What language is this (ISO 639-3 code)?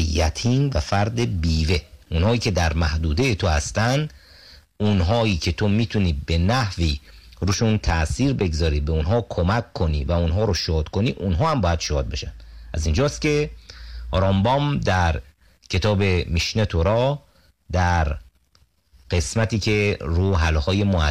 fas